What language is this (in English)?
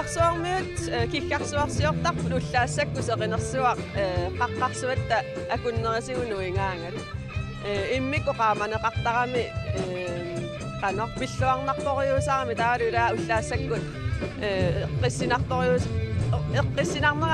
Kalaallisut